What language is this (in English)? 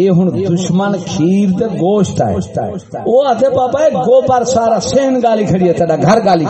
Saraiki